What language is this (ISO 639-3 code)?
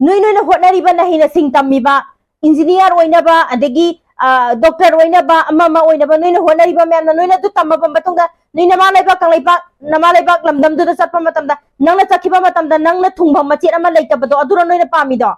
mni